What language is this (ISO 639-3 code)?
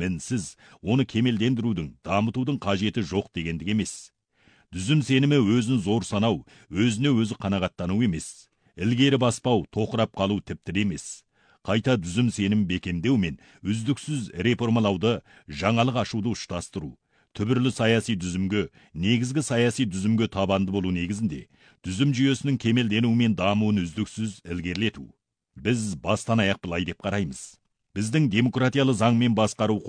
kaz